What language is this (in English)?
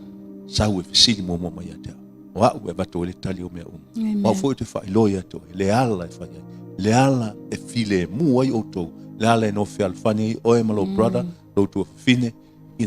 Samoan